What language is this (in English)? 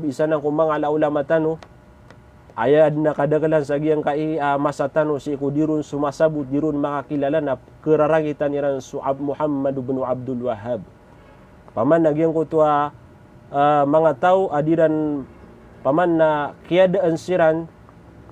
Maranao